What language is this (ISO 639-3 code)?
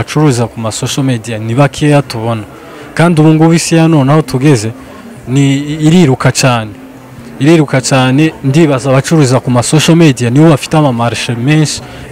kin